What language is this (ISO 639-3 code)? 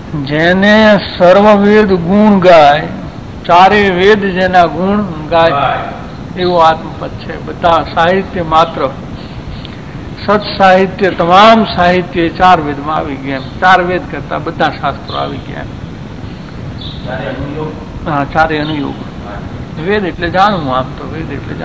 guj